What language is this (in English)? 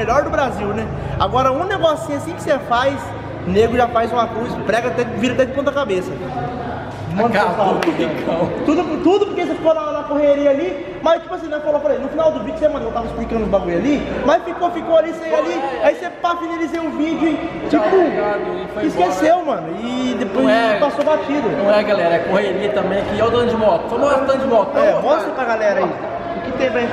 Portuguese